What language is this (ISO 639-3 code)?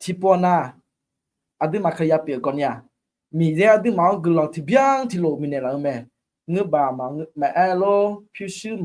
ahk